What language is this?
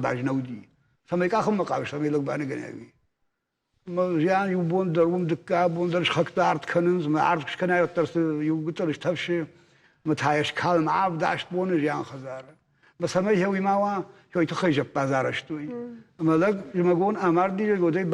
Ossetic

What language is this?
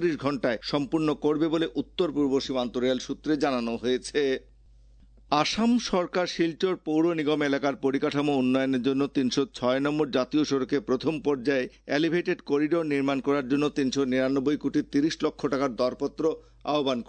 Bangla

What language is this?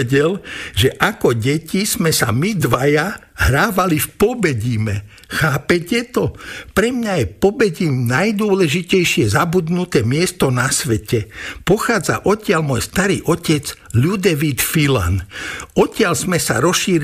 Slovak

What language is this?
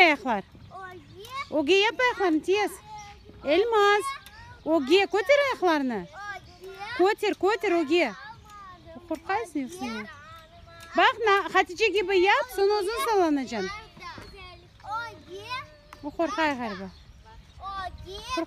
Crimean Tatar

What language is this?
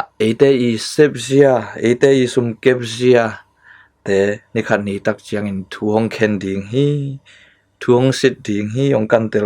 Tedim Chin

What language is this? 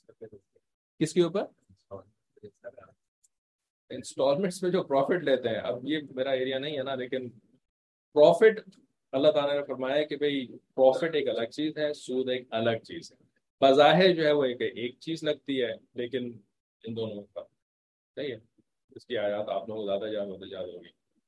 Urdu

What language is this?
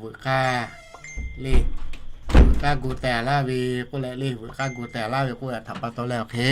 Lahu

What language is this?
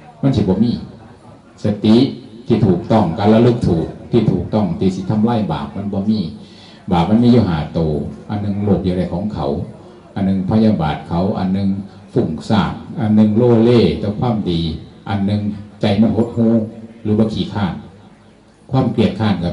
Northeastern Thai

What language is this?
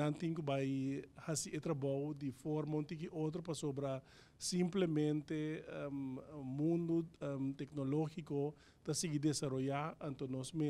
Papiamento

